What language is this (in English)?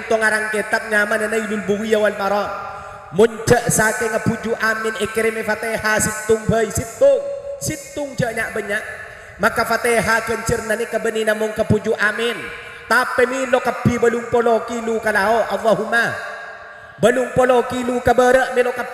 Madurese